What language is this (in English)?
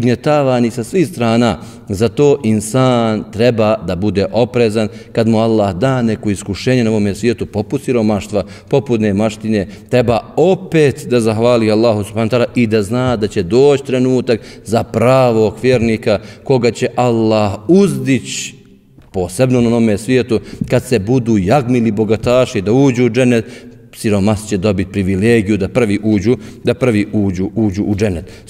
Bosnian